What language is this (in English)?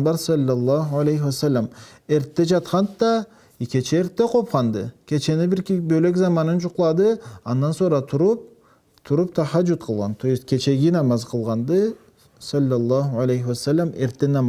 Karachay-Balkar